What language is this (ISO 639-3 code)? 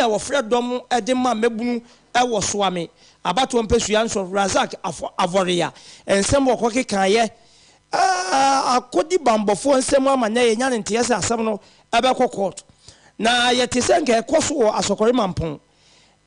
aka